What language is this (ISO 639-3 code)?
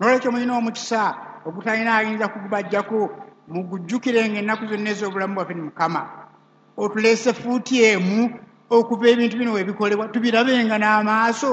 lug